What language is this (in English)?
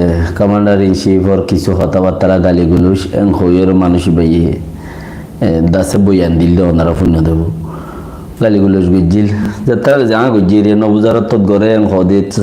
Rohingya